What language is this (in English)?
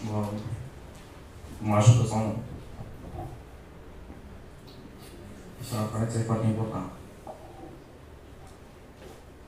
Romanian